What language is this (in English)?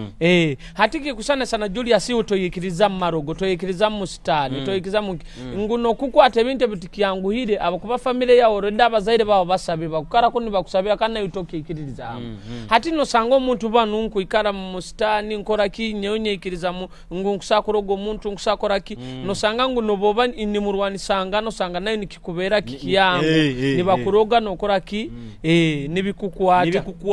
Nyoro